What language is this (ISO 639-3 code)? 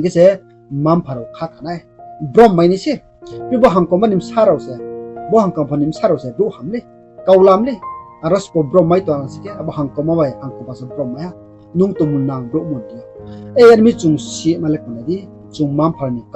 ria